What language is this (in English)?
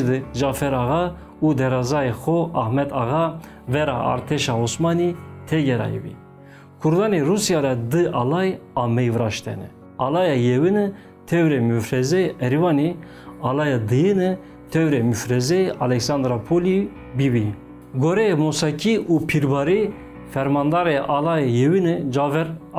Zaza